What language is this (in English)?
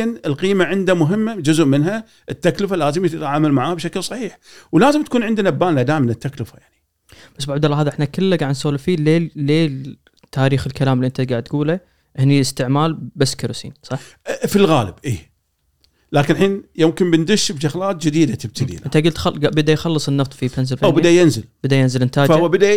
Gulf Arabic